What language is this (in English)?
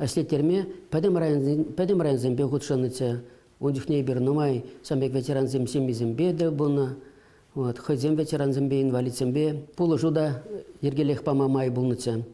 Chuvash